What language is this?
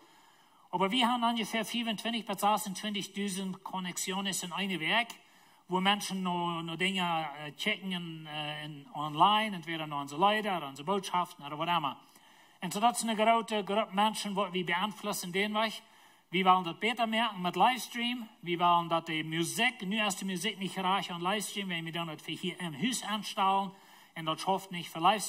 Plautdietsch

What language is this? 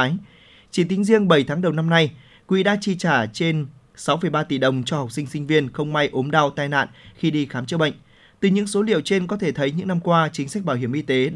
Vietnamese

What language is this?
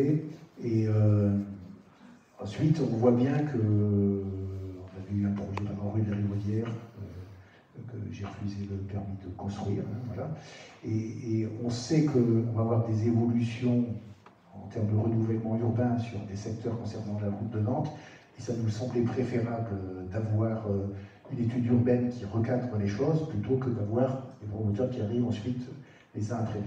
French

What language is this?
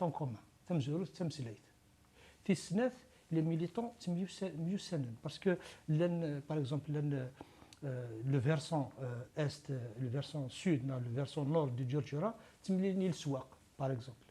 Kabyle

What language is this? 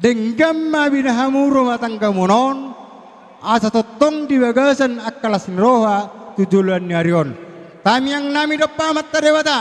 Batak Toba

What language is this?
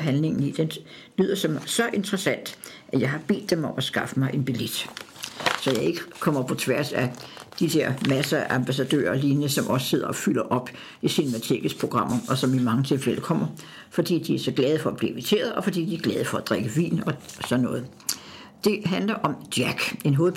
Danish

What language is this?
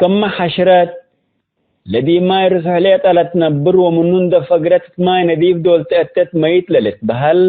Tigre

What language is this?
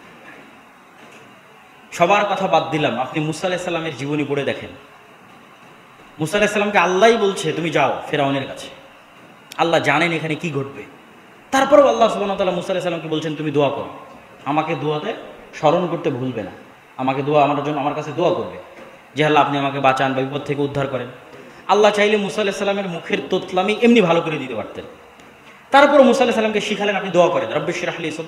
Bangla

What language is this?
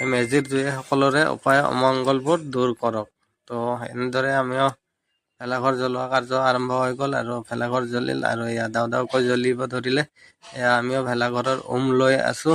Assamese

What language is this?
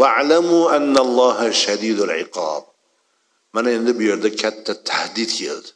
Uzbek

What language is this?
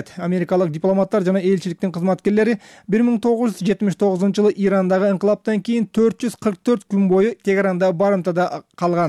Kyrgyz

